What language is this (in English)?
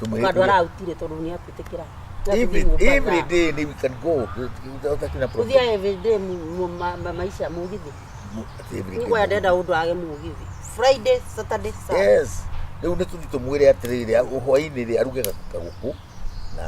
Kikuyu